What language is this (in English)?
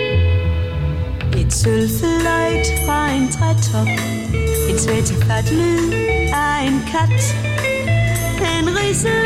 Danish